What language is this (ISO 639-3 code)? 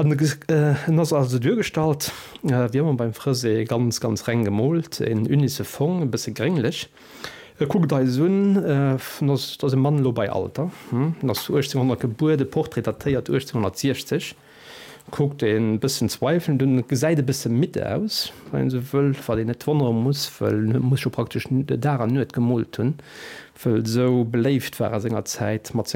ltz